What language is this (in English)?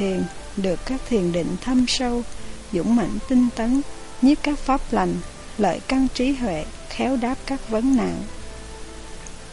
Vietnamese